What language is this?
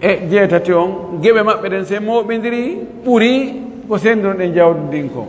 Fula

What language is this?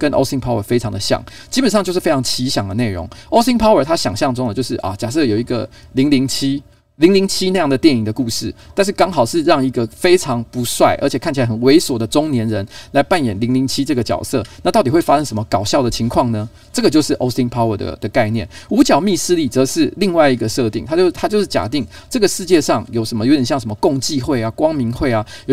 Chinese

